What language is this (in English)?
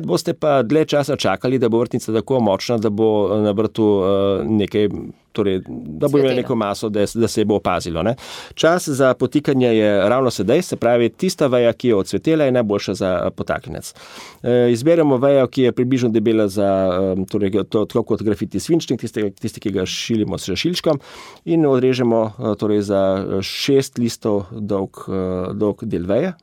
Slovenian